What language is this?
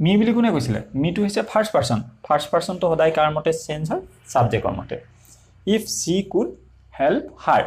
Assamese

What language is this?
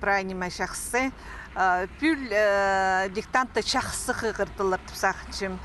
Khakas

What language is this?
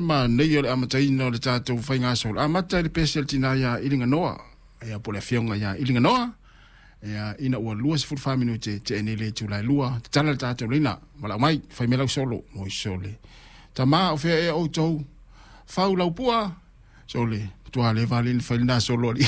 Samoan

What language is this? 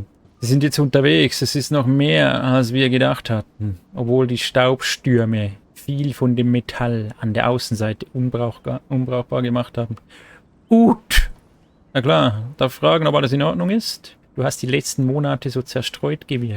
Swiss German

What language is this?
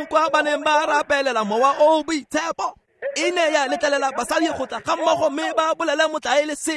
Tswana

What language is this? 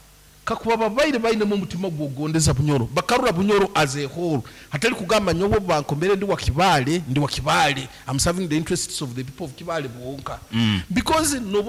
Nyankole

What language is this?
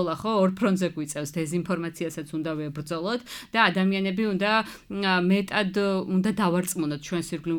Georgian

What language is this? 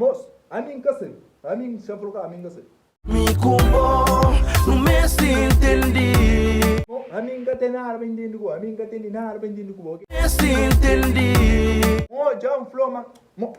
Kabuverdianu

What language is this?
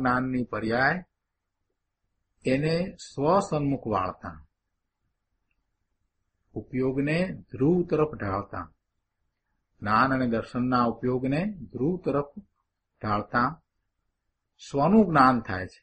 Gujarati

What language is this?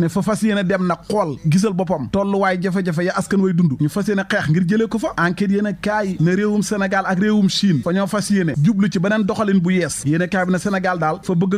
Wolof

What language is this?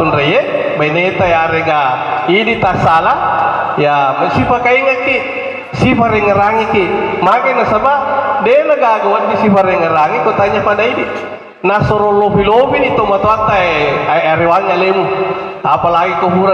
Buginese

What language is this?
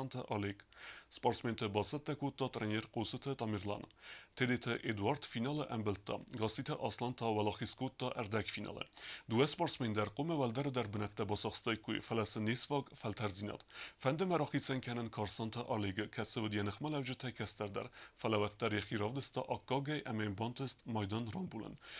Ossetic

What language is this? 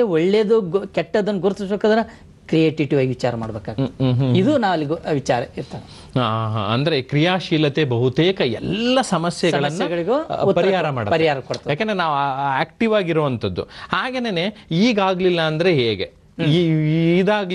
Kannada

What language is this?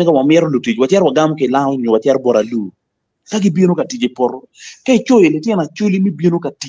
Acoli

